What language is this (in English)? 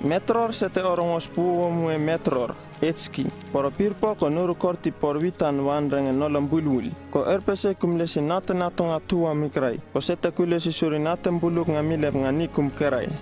Uripiv-Wala-Rano-Atchin